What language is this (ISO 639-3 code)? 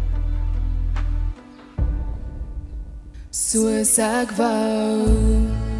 afr